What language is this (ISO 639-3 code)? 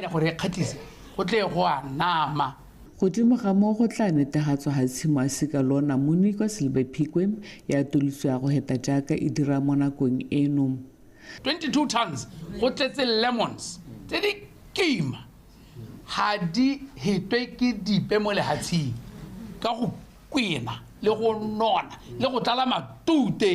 tsn